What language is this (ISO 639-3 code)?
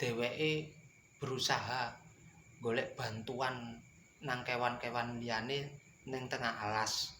jav